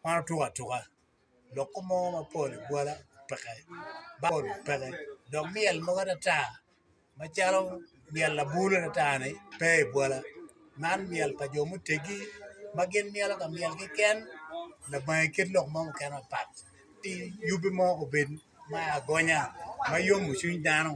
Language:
Acoli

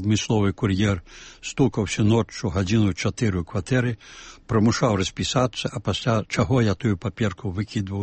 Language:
Belarusian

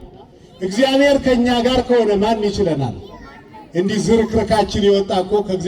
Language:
Amharic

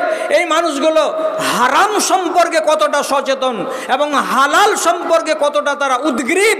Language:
Bangla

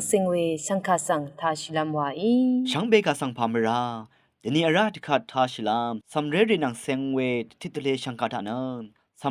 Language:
Rawang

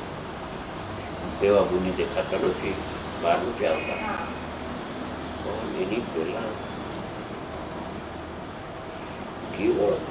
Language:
Gujarati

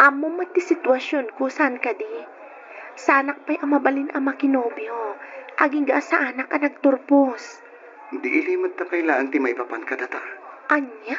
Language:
Iloko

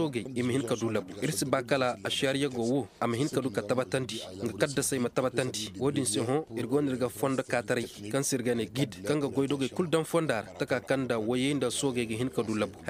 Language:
Koyraboro Senni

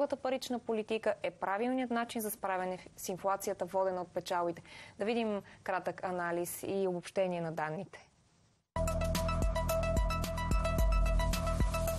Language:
Bulgarian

